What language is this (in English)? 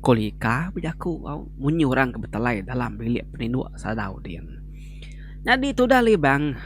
Iban